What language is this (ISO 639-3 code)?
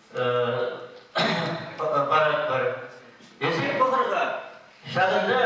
chv